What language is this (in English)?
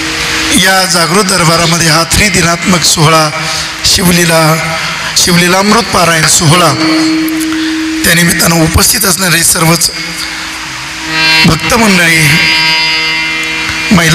Marathi